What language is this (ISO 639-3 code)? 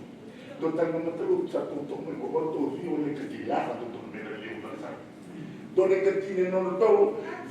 fij